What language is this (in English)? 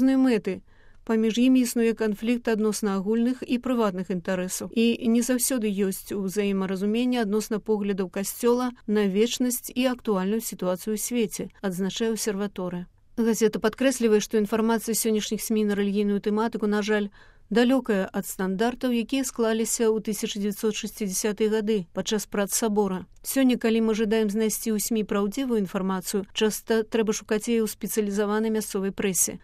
Belarusian